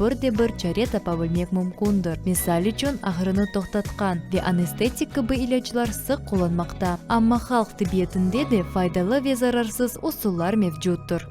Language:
Crimean Tatar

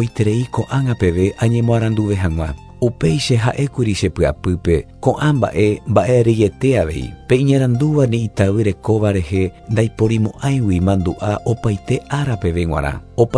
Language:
Guarani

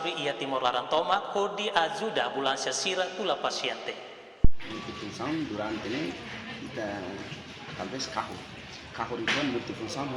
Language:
Tetum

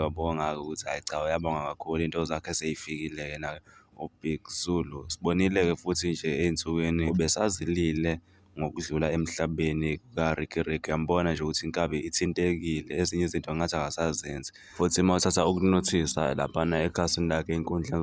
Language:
Zulu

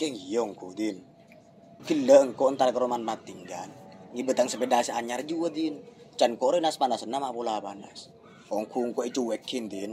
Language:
Madurese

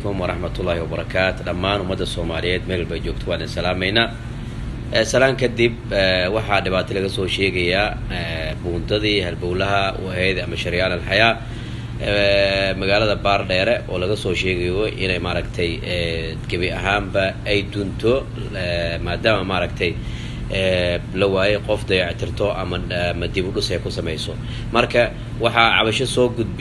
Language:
Somali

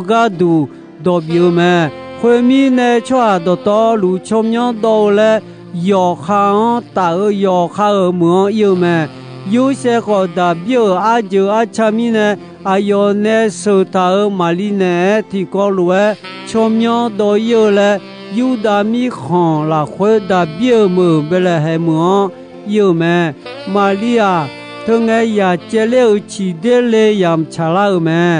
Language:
Akha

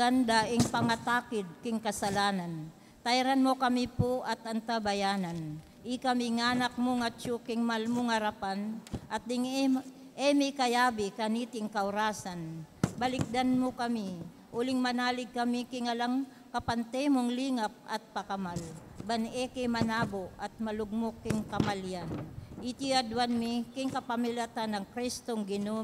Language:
Pampanga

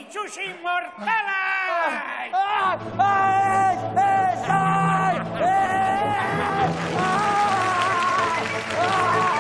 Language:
Basque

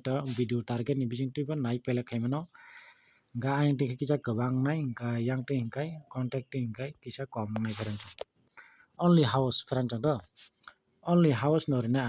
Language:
Kok Borok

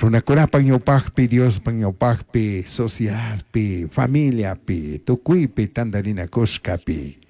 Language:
Chimborazo Highland Quichua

